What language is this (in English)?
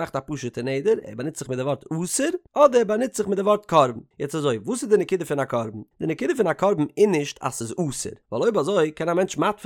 Yiddish